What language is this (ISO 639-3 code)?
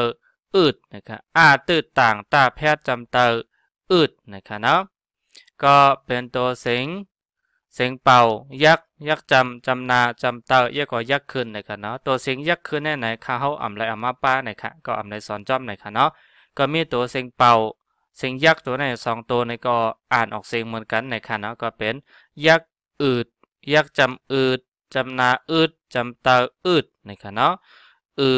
shn